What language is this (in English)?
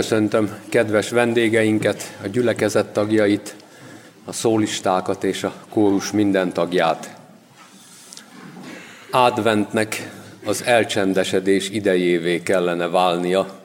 Hungarian